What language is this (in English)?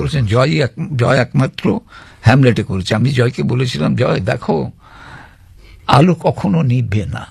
Bangla